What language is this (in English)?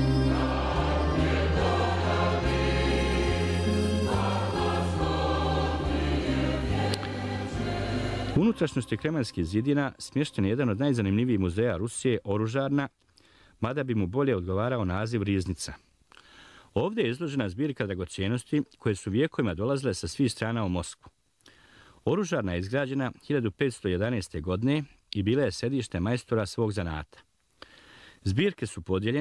Bosnian